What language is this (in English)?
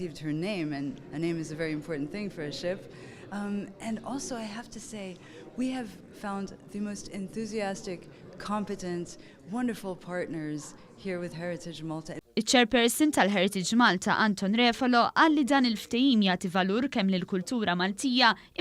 Maltese